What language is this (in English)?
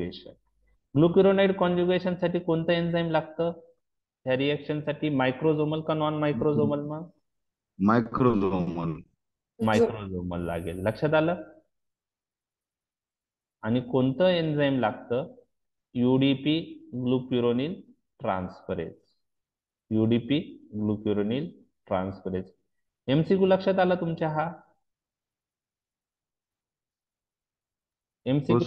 Marathi